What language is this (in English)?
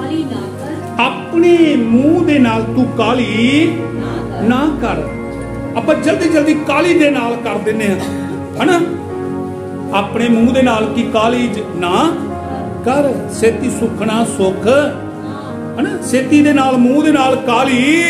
Punjabi